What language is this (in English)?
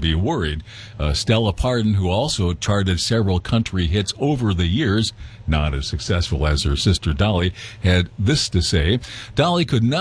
English